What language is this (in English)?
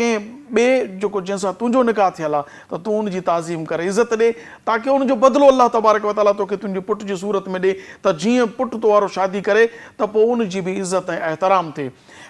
Sindhi